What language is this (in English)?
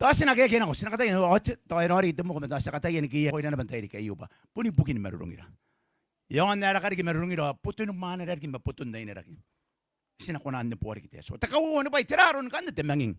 Gilbertese